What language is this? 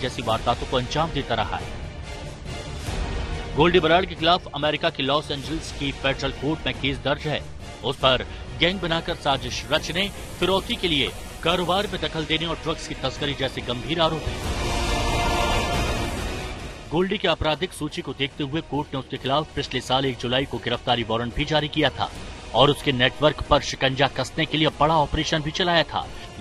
Hindi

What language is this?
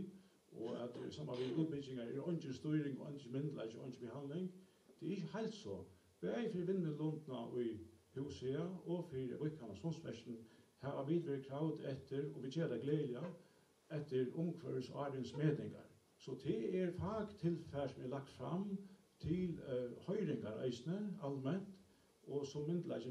Faroese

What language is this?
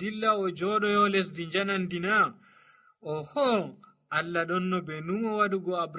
Nigerian Fulfulde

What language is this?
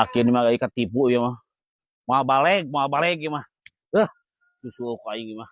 Sundanese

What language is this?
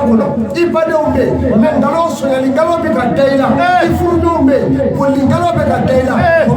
Bambara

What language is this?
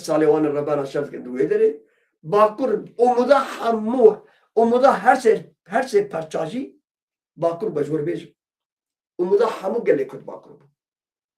Kurdish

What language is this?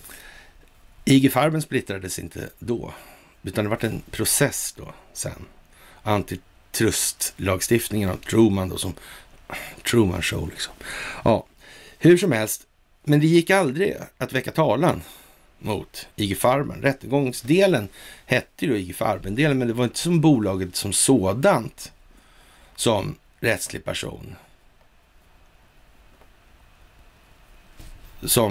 Swedish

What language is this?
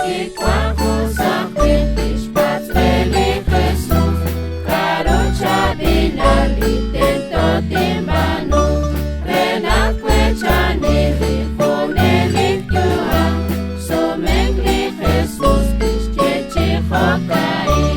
Kekchí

